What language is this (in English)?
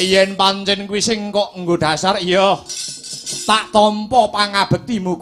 Javanese